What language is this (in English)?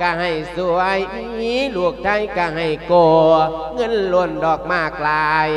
Lao